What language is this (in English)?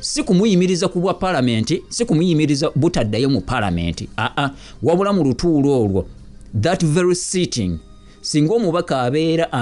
Ganda